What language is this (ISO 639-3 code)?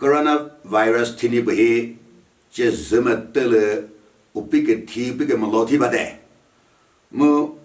nri